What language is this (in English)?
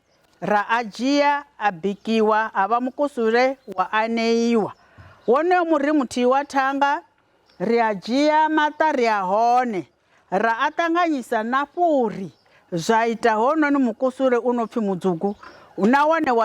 Venda